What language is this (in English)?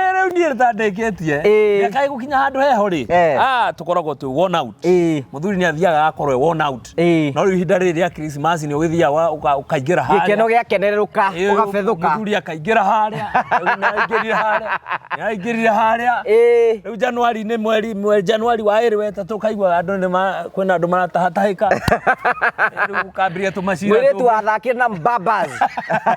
Kikuyu